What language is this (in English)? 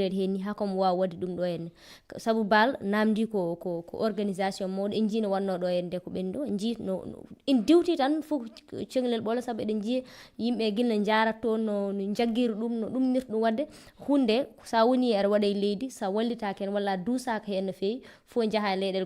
Fula